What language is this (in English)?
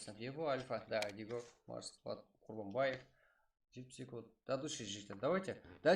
Kara-Kalpak